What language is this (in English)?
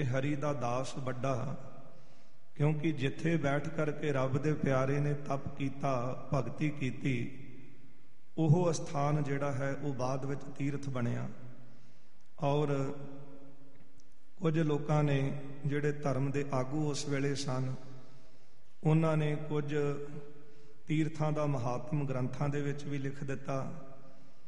Punjabi